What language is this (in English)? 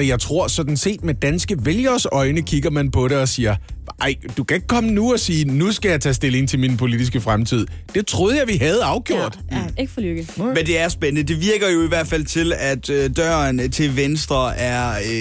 Danish